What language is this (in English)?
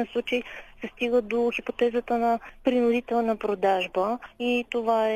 Bulgarian